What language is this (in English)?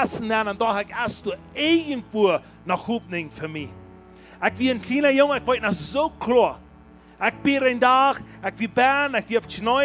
Plautdietsch